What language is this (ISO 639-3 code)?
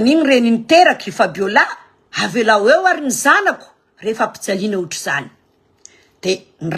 mlg